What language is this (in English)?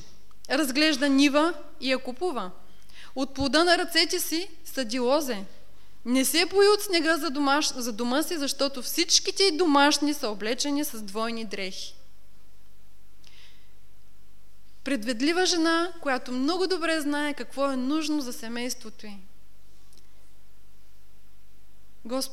Bulgarian